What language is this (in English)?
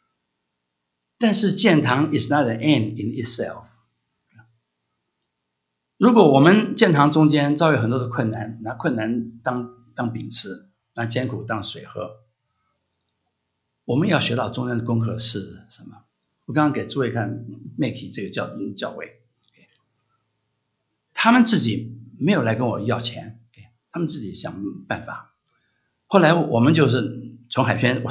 Chinese